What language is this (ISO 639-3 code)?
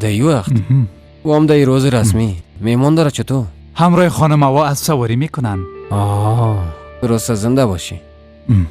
fas